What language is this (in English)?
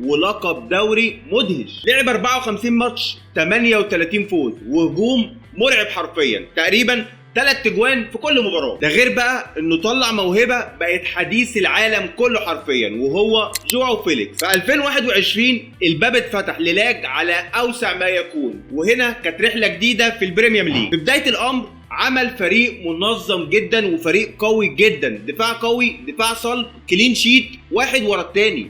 Egyptian Arabic